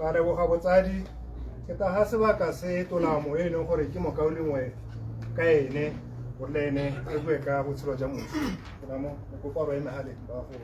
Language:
Tswana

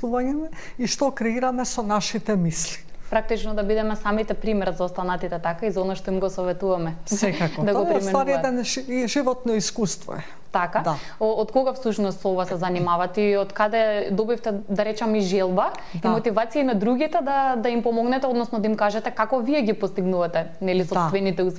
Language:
Macedonian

